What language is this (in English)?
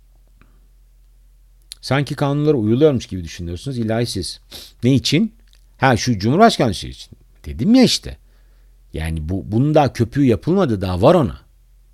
Turkish